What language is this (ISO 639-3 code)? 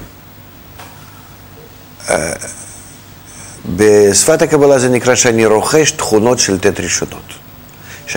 heb